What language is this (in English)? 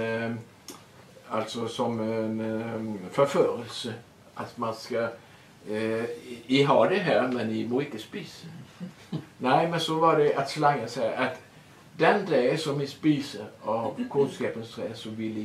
Swedish